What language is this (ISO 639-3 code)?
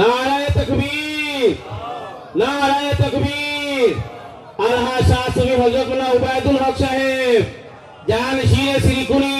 syl